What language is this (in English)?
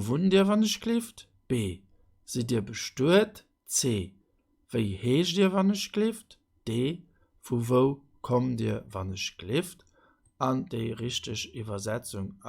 Luxembourgish